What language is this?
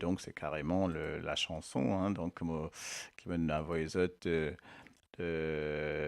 Morisyen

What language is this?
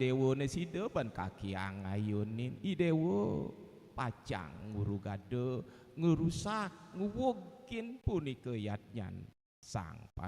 Balinese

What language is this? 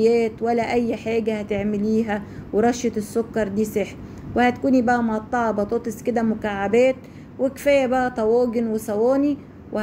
Egyptian Arabic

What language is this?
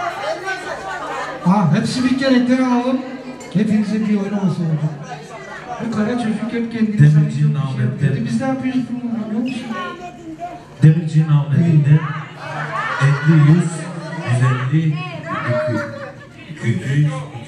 Turkish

